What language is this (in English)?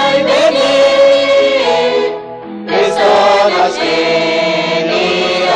Kekchí